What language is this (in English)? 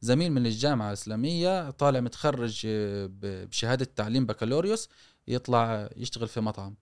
Gulf Arabic